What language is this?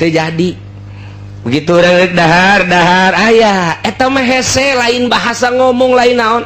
Sundanese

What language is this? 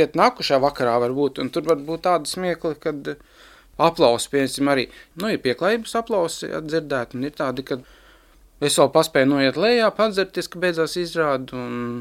Latvian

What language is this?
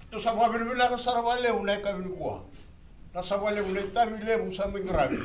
Fijian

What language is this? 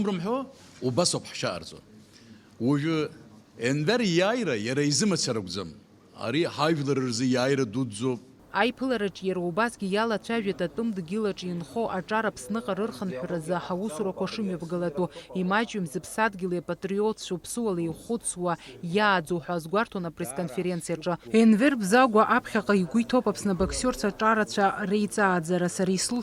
Abkhazian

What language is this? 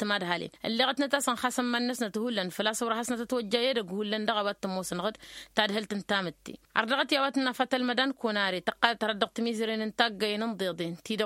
Tamasheq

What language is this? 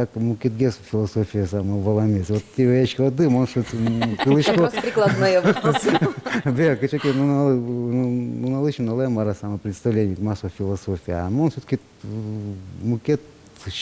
Udmurt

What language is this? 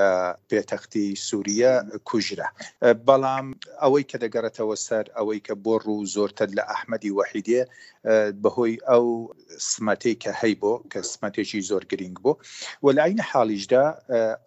Central Kurdish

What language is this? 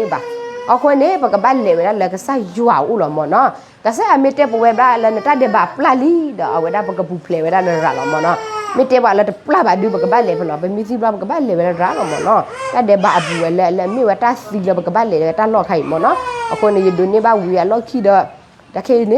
S'gaw Karen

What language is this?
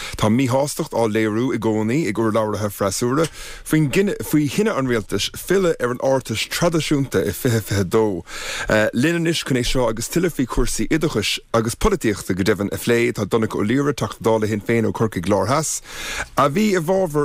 Irish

